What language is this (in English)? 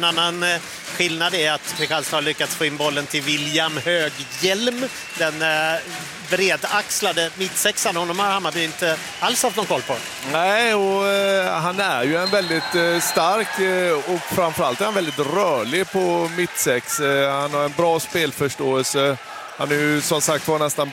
Swedish